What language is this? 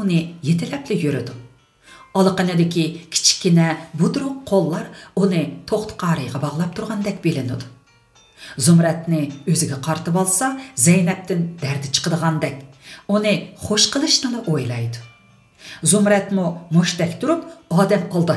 Uyghur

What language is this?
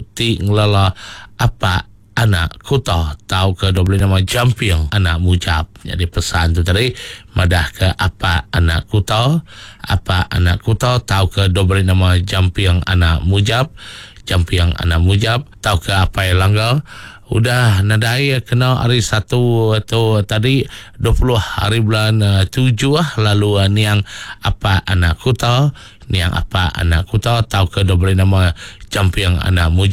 Iban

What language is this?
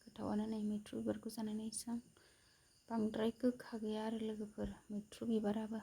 Bodo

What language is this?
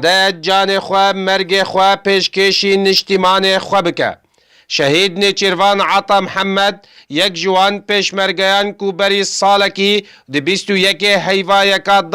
Kurdish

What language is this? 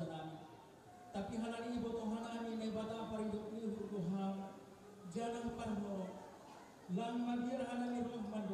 Batak Simalungun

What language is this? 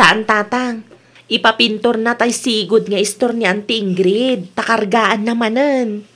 Iloko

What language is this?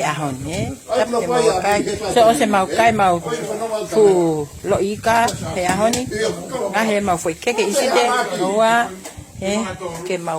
Tongan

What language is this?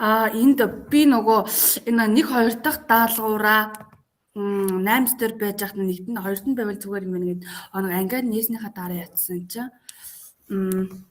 Mongolian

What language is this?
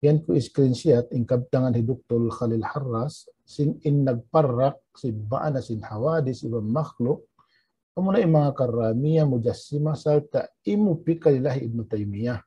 Tausug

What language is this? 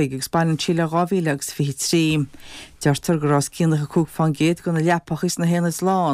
Irish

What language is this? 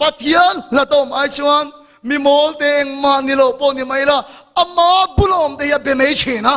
Mizo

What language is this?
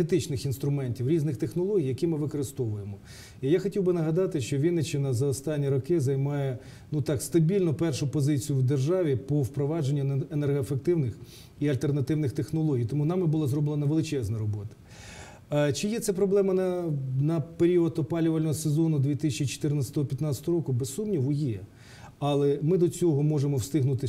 Ukrainian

